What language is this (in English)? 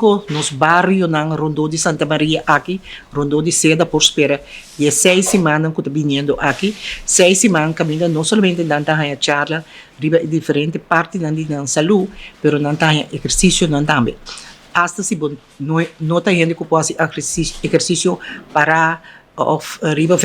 Papiamento